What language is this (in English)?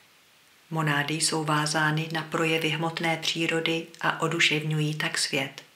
Czech